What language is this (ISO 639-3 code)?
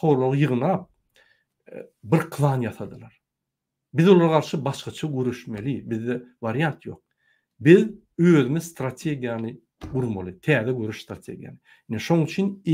tuk